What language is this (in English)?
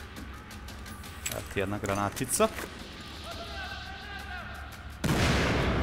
Croatian